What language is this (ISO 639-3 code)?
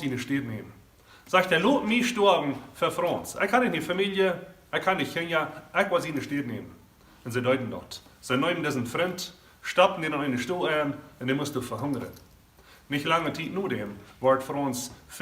pdt